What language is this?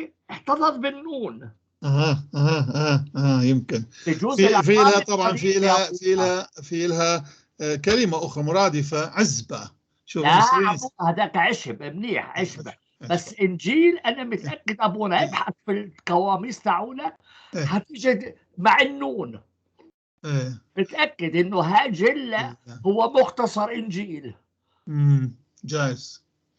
North Levantine Arabic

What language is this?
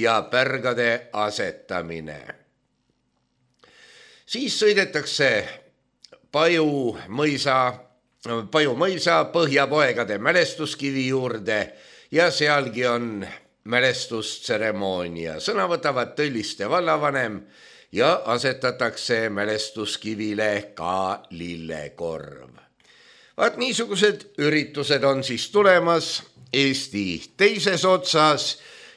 Estonian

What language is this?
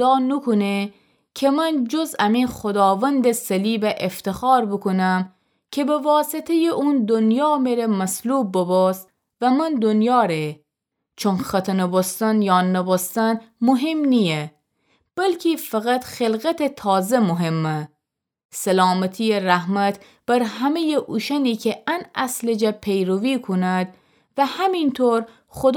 Gilaki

